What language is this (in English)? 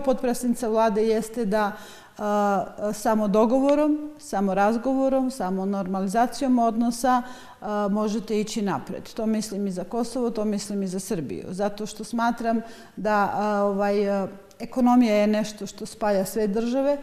Serbian